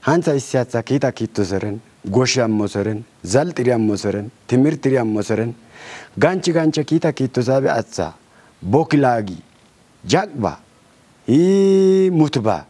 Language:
Kafa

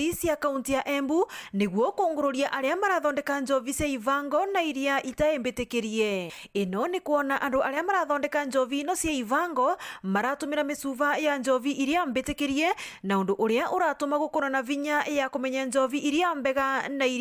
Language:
Meru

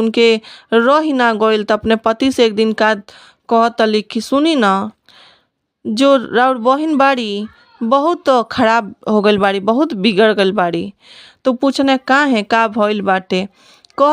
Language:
Bhojpuri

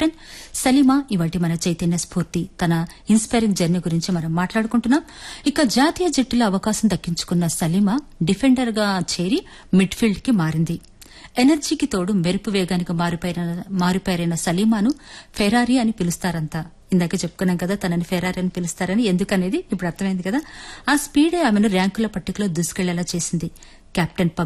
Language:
Telugu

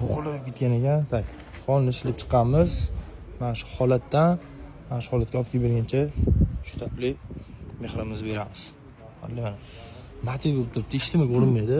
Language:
Uzbek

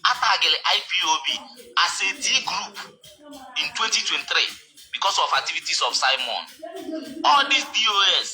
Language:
Igbo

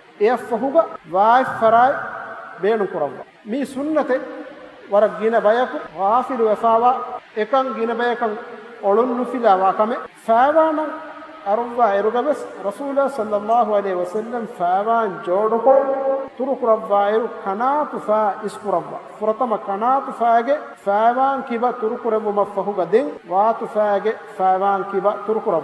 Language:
Divehi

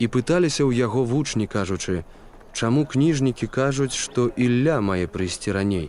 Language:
Belarusian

